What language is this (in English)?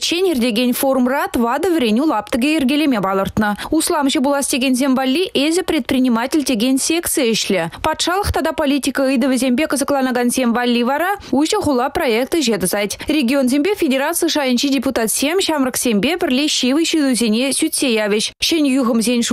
Chuvash